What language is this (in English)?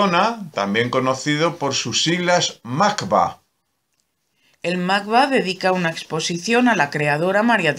Spanish